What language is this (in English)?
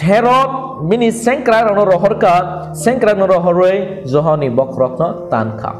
Kok Borok